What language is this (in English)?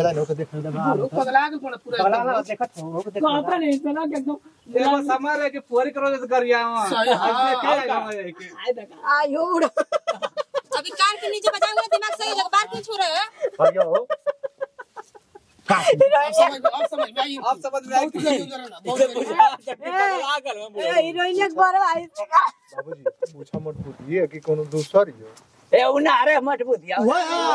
Bhojpuri